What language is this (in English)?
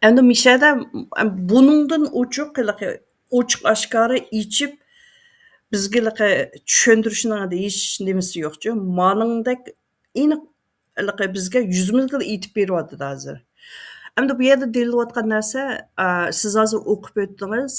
Uyghur